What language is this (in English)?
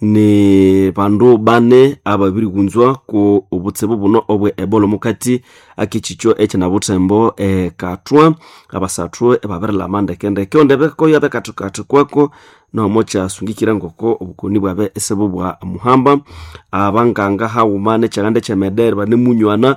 Nande